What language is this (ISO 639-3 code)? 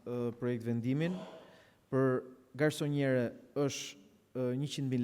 sqi